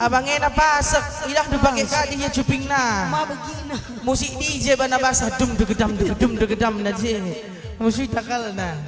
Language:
Batak Karo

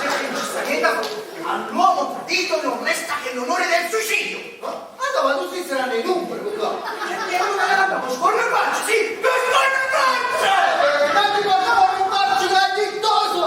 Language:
Neapolitan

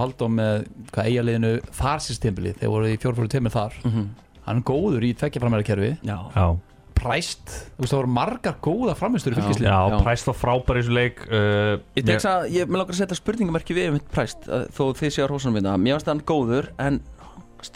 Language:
Icelandic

